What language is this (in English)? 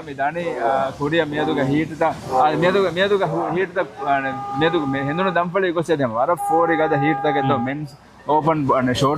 Divehi